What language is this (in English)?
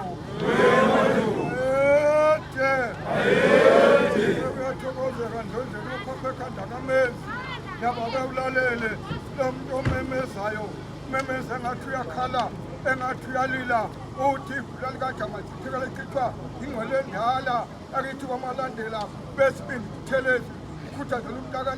Zulu